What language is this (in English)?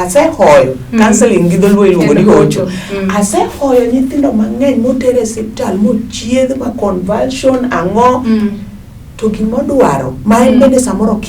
Luo (Kenya and Tanzania)